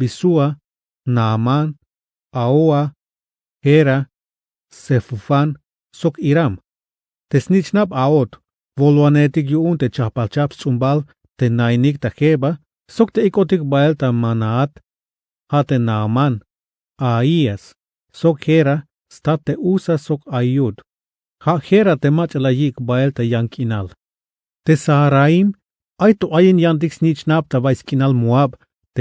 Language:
Tzeltal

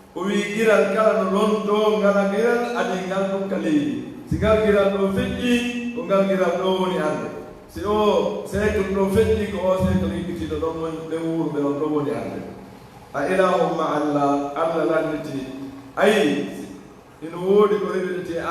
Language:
Fula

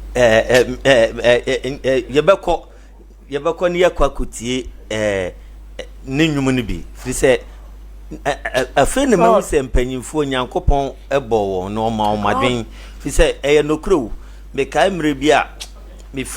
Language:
Akan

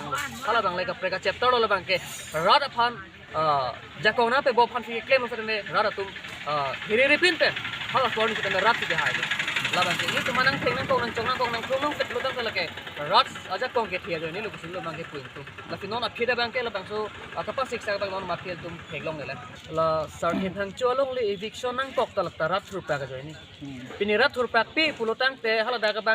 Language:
Karbi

